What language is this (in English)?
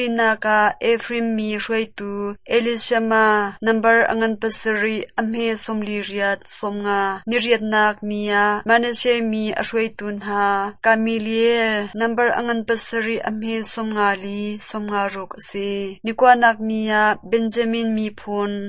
Hakha Chin